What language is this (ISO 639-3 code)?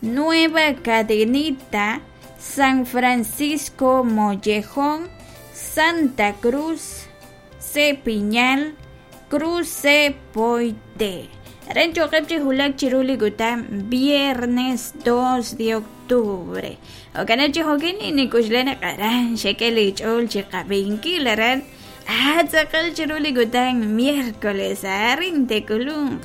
kek